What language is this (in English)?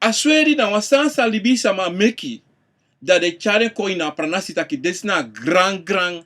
Sranan Tongo